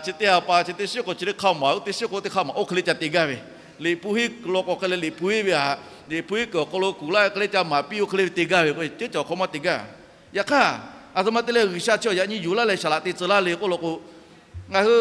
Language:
Lahu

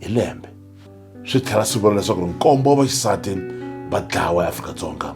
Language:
Tsonga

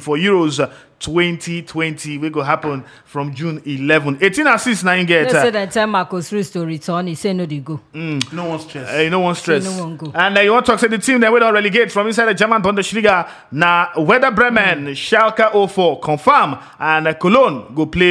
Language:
Nigerian Pidgin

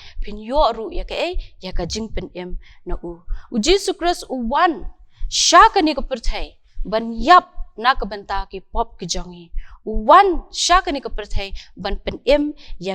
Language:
Khasi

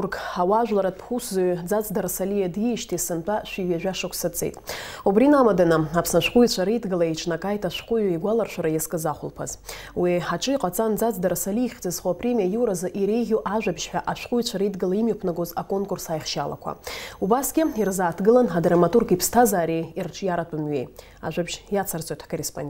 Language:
Abkhazian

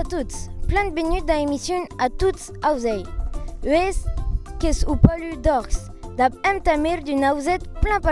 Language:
Occitan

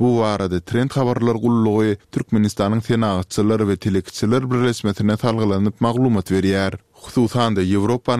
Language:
Turkmen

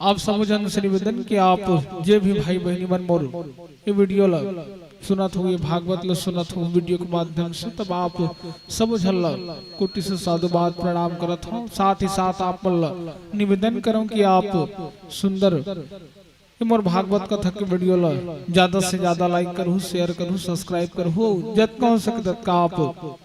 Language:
Chhattisgarhi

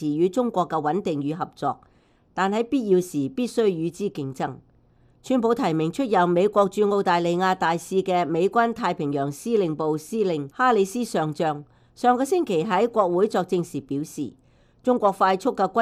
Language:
Cantonese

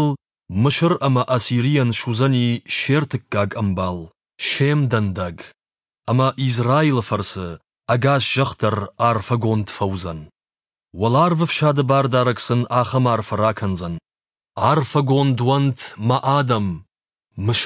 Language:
Ossetic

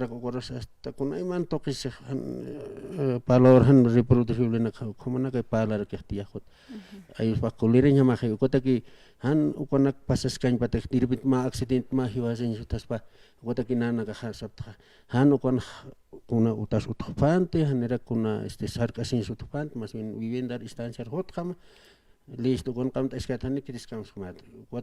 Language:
Aymara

